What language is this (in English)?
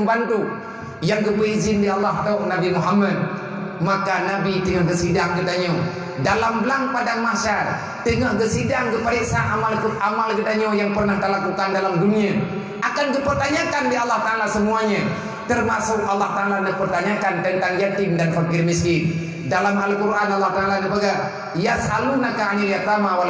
Achinese